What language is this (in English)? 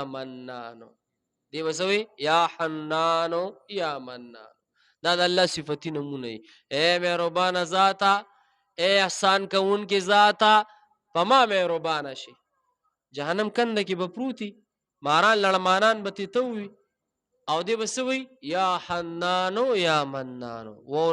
Pashto